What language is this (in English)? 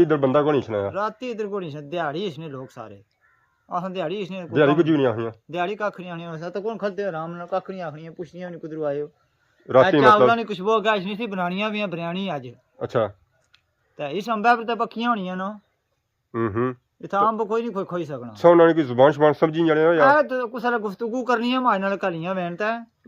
Pahari-Potwari